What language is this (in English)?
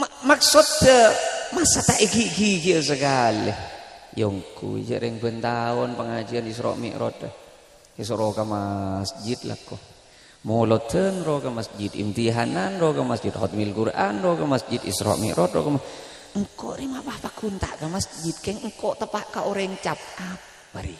Madurese